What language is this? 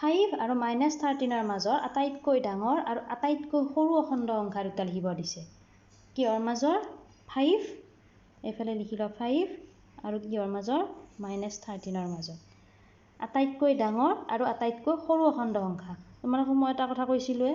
Assamese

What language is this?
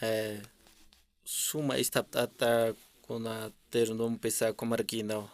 Aymara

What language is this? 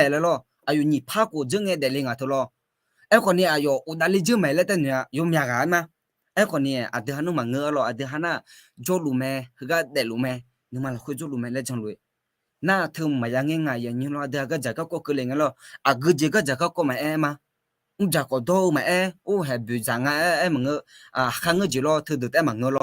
Akha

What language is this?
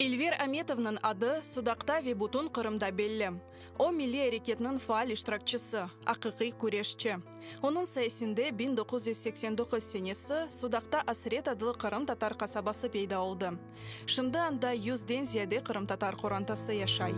Crimean Tatar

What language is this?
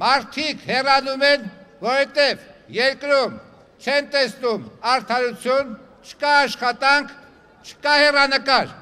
Armenian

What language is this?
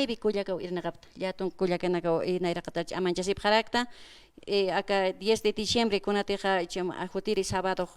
Aymara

